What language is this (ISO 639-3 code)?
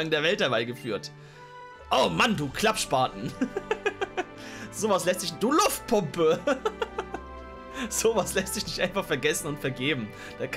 deu